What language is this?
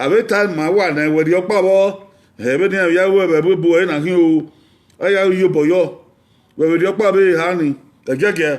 Bini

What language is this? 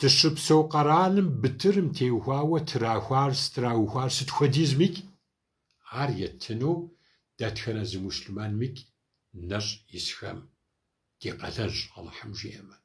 Kabardian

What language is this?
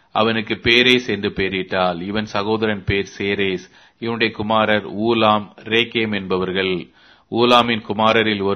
Tamil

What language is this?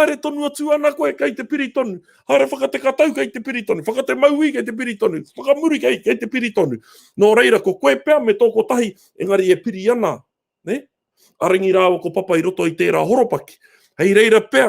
Māori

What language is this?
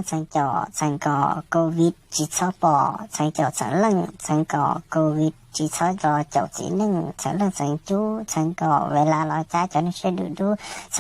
Hmong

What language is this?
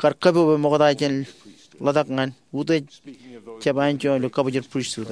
Marshallese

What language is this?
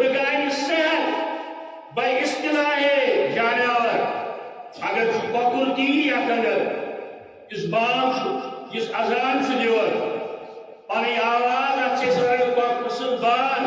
Kashmiri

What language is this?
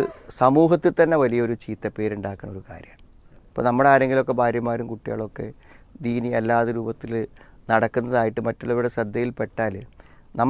Malayalam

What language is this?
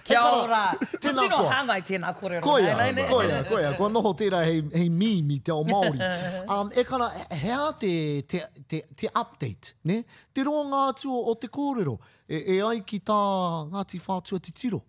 Māori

